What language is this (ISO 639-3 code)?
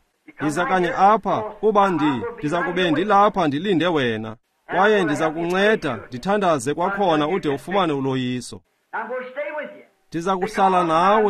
xho